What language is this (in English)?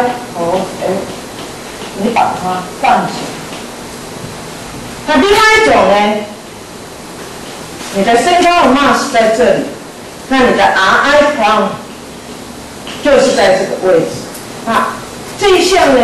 Chinese